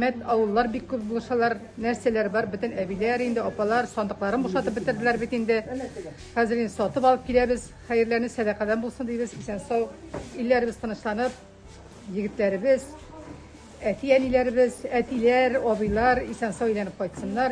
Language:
Tatar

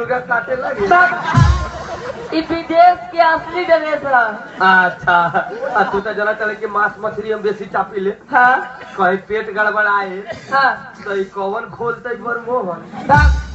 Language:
Bhojpuri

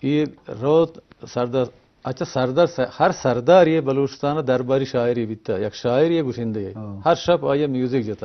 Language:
Eastern Balochi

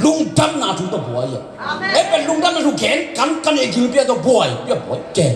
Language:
Tedim Chin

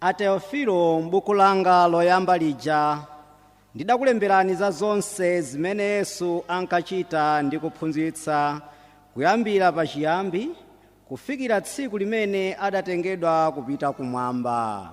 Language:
Nyanja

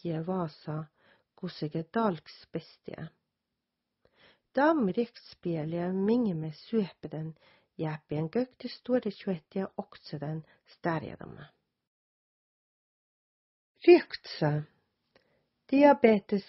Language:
Southern Sami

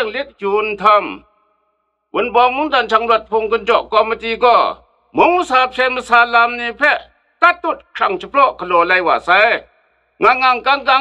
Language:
Kachin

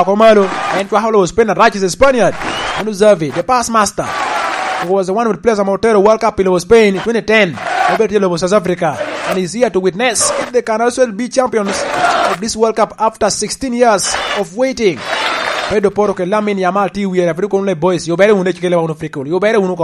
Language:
Lango (Uganda)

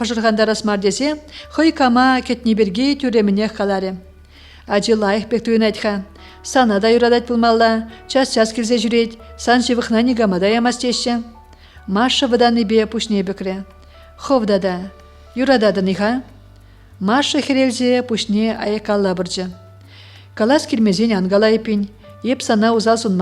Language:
Chuvash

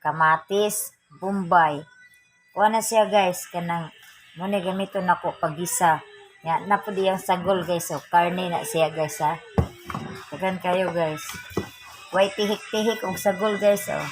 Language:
Cebuano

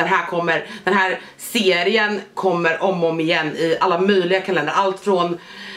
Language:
Swedish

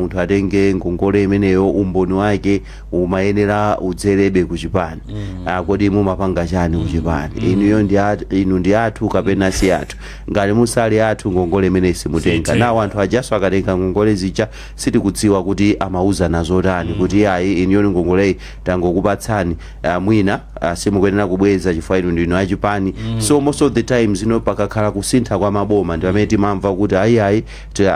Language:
Nyanja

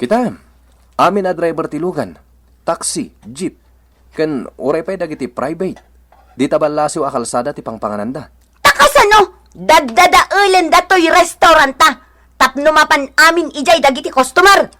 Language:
Iloko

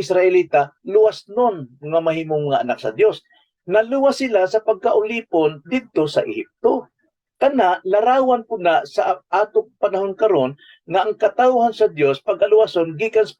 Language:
Cebuano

